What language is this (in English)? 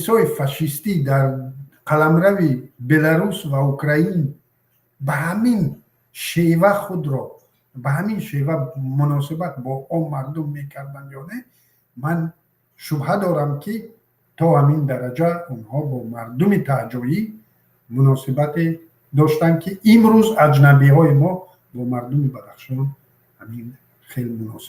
Tajik